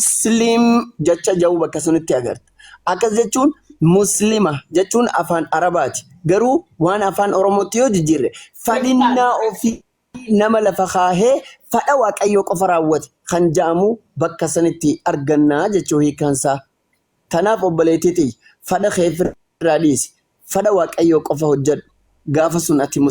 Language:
Oromo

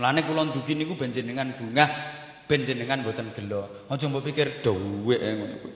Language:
Javanese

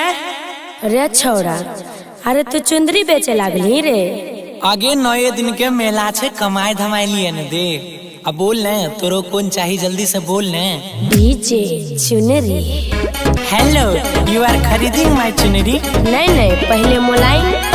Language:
Maithili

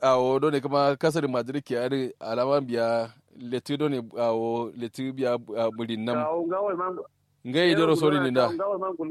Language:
Kanuri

